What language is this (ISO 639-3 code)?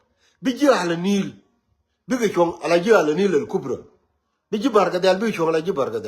nus